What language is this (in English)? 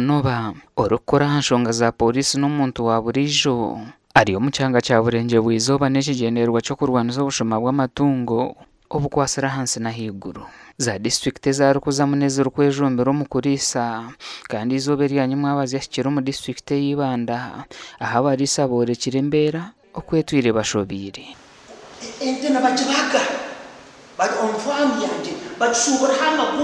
Nyankole